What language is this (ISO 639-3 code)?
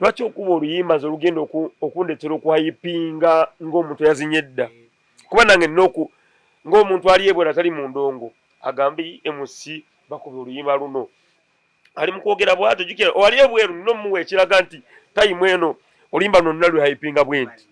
lug